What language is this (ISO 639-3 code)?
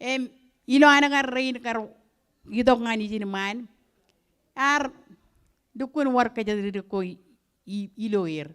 mah